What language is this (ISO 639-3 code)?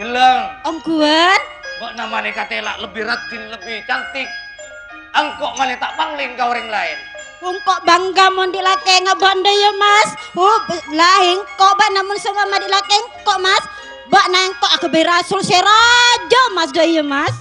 mad